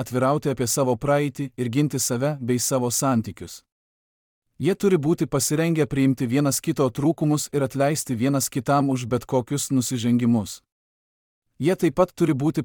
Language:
Lithuanian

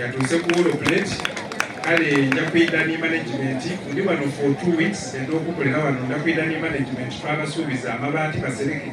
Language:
Soga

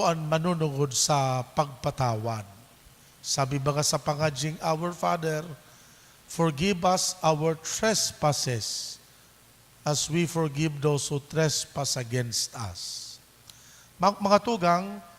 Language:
Bikol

